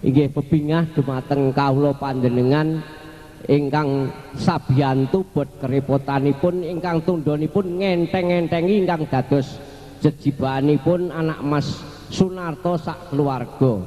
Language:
Javanese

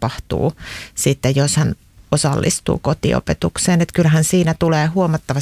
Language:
Finnish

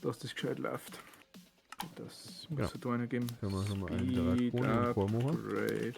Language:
Bavarian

